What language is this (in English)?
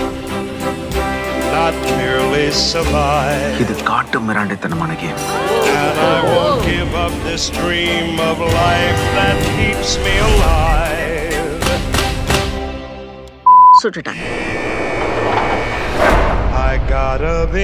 Tamil